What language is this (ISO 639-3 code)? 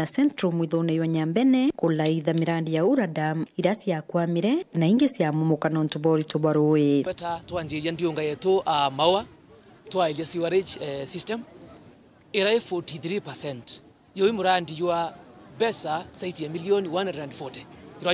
mer